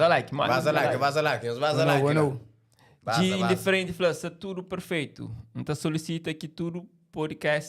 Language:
Kabuverdianu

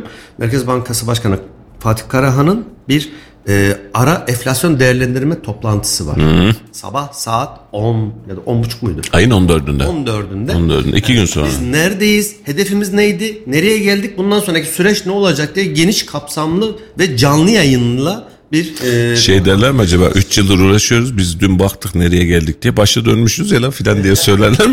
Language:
Turkish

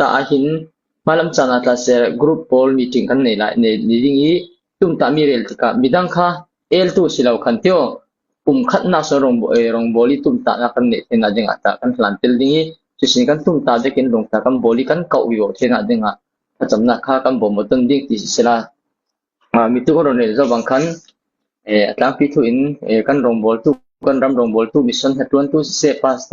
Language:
Falam Chin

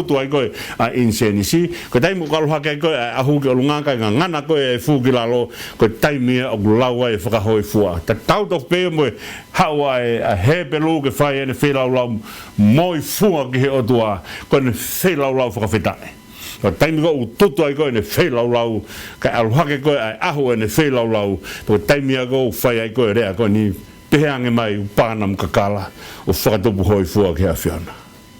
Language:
Tongan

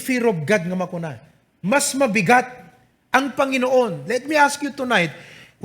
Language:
Iloko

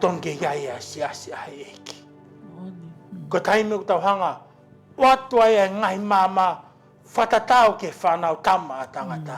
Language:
Tongan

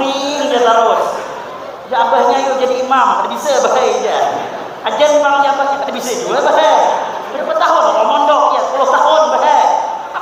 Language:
Banjar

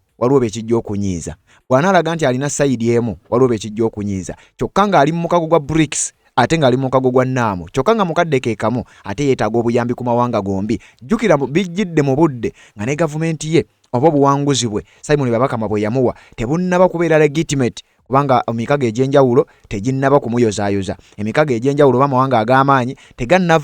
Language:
Ganda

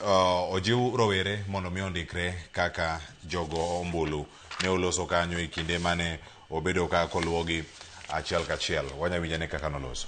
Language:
Luo (Kenya and Tanzania)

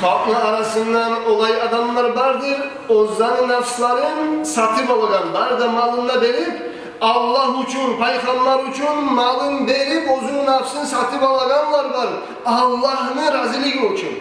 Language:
Kumyk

